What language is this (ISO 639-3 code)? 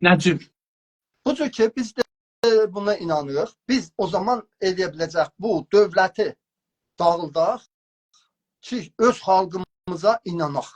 azb